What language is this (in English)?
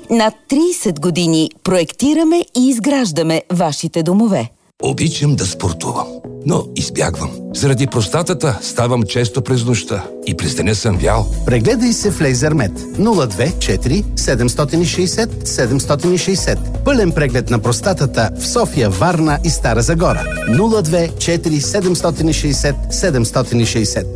Bulgarian